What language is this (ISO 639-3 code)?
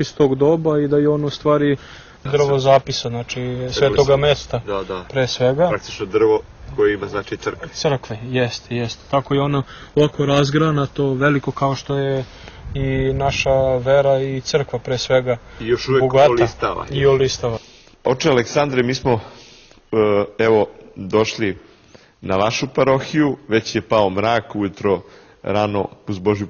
srp